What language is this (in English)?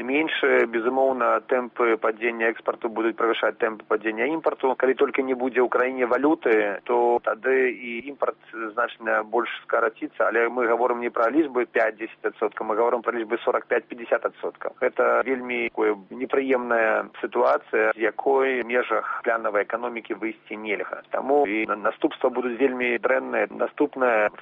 Belarusian